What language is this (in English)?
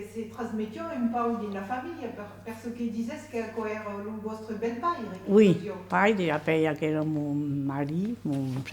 Occitan